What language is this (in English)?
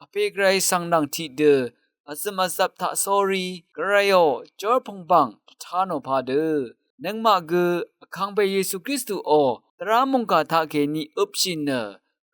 Rawang